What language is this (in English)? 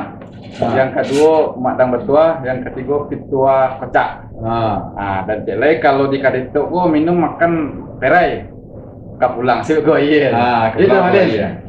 Minangkabau